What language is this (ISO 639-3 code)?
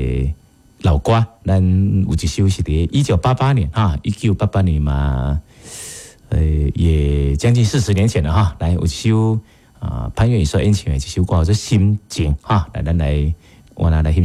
nan